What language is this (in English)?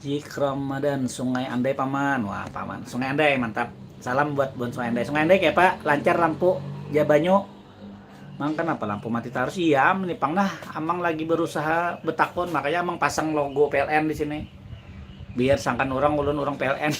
Banjar